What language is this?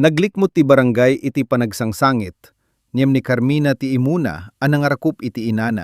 Iloko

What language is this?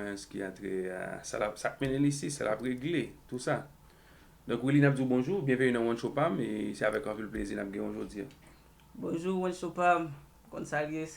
Haitian Creole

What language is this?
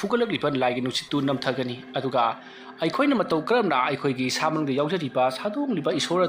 Manipuri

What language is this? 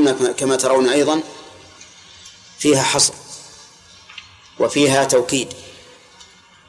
Arabic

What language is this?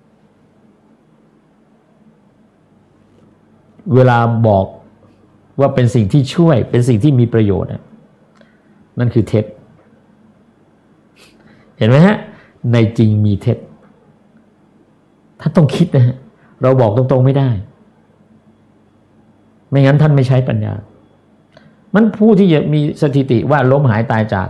Thai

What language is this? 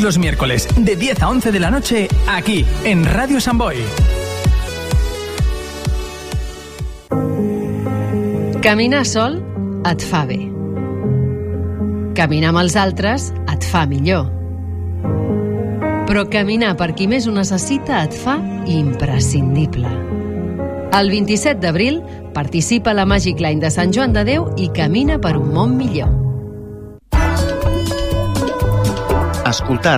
Catalan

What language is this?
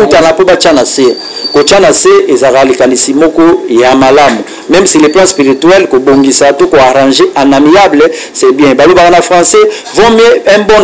Lingala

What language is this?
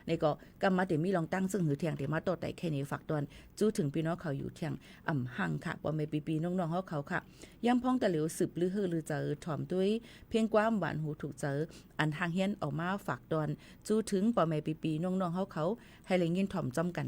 Shan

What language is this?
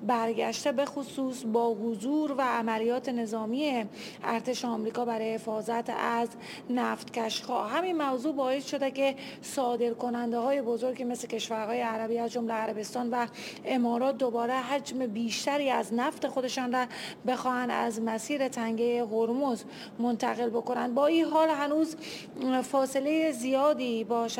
Persian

